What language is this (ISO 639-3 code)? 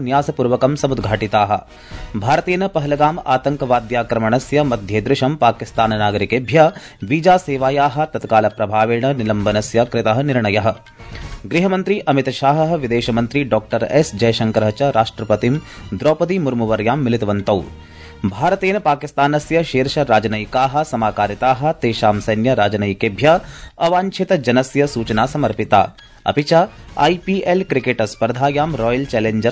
san